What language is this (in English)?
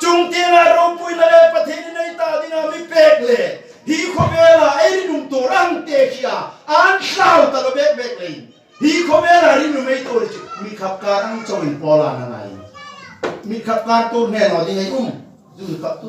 Hmar